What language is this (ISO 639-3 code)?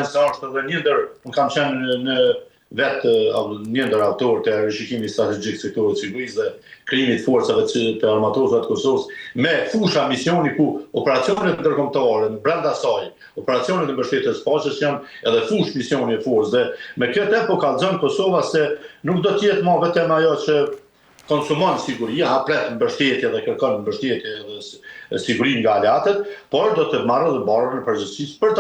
sqi